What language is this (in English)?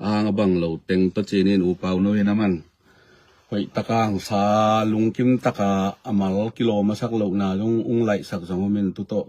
Tedim Chin